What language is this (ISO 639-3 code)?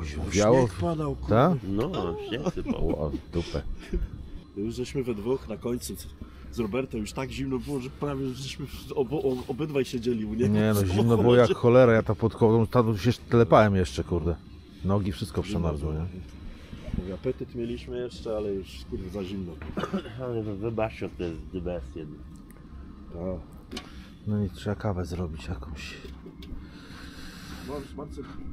pol